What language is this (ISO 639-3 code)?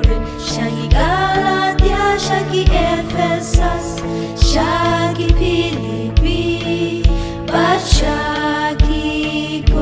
kha